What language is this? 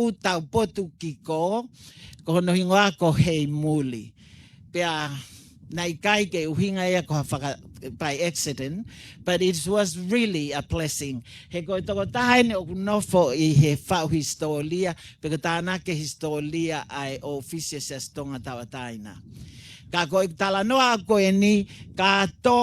Tongan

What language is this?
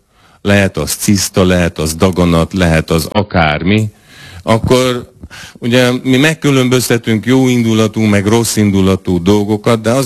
Hungarian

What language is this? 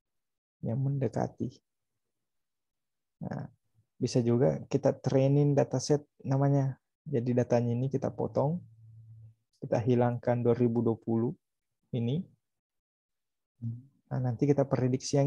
Indonesian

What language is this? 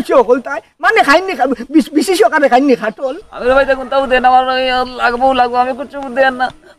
Sylheti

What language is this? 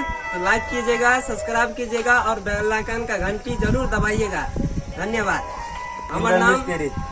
Maithili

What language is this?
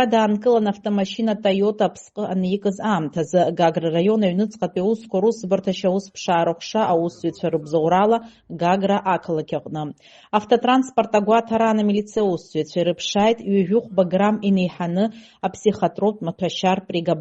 Abkhazian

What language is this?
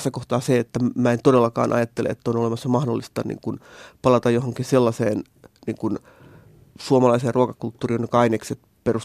Finnish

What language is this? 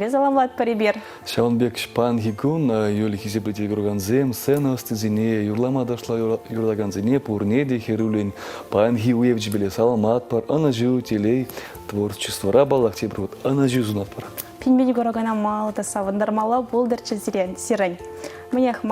Chuvash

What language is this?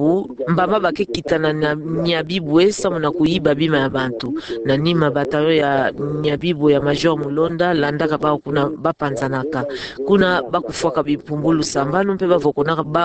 Kituba (Democratic Republic of Congo)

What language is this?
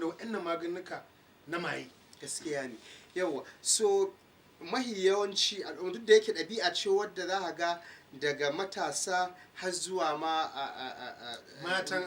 Hausa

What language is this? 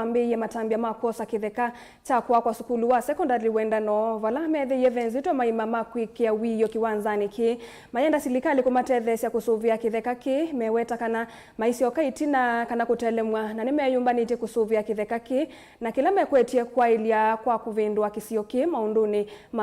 Kamba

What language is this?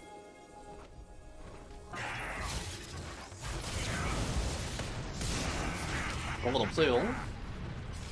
Korean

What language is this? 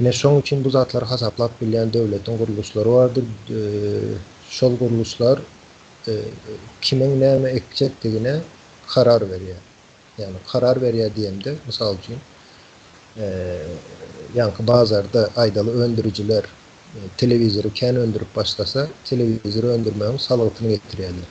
Turkmen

